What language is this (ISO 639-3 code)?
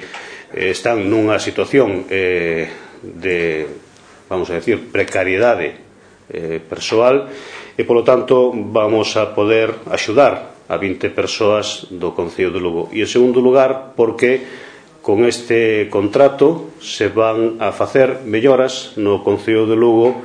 glg